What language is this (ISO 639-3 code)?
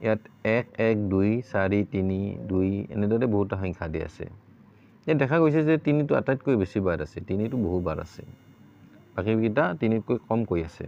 asm